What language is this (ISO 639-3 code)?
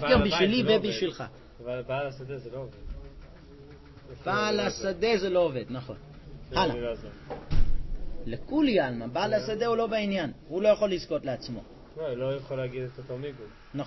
heb